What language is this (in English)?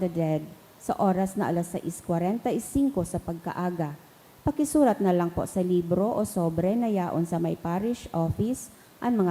Bikol